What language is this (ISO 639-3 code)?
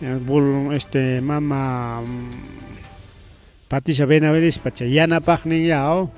quy